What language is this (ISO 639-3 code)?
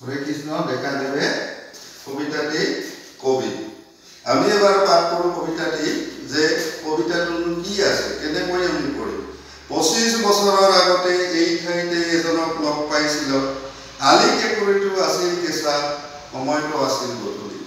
asm